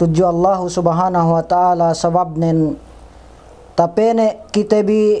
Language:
Yakan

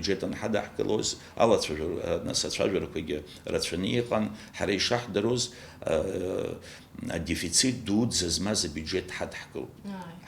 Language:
Abkhazian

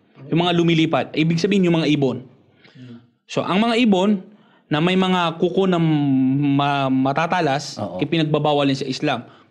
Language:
Filipino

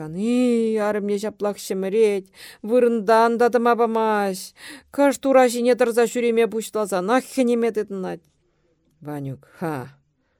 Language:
Chuvash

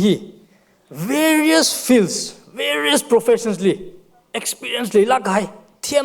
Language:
Tangkhul Naga (India)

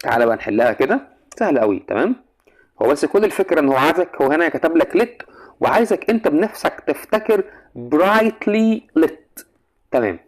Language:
Egyptian Arabic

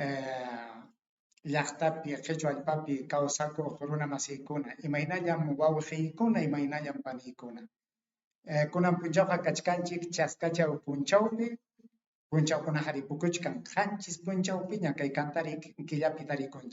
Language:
Ayacucho Quechua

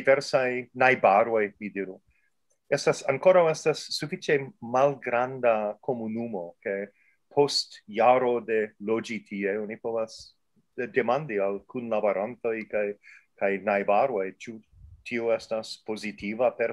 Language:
Esperanto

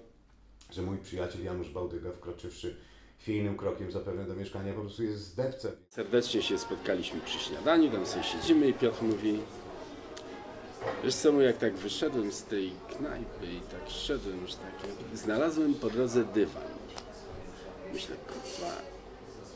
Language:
Polish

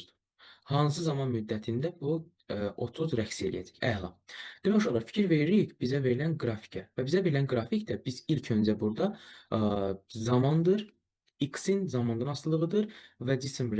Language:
Azerbaijani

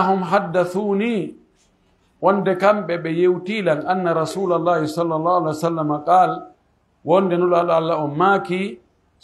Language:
Pular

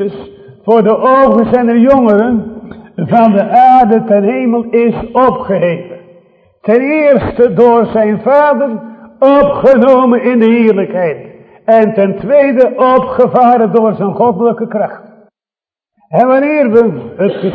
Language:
Dutch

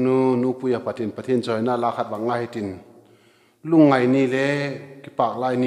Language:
Vaiphei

